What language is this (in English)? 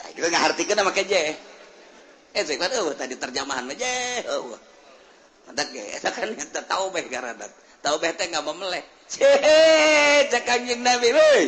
Sundanese